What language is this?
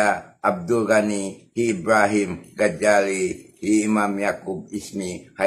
Tausug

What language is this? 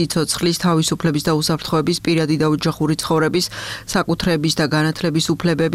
Georgian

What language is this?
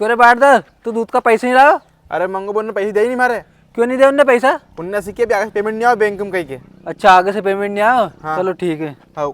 Rajasthani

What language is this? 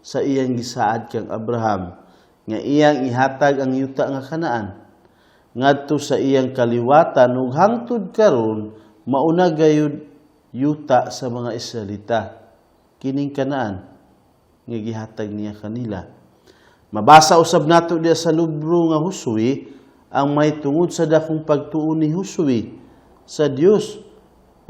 Cebuano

